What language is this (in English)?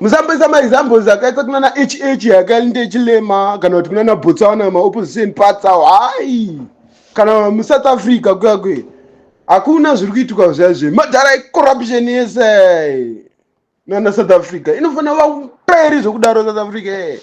Shona